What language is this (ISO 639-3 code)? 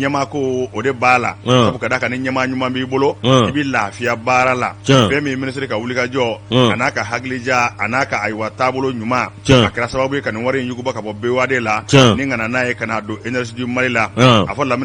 bam